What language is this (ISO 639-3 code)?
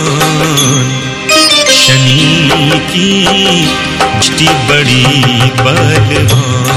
hin